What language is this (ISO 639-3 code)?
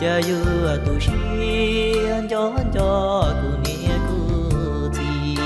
hmn